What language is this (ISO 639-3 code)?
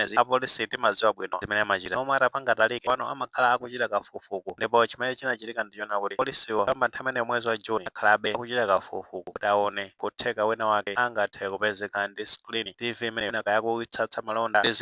nya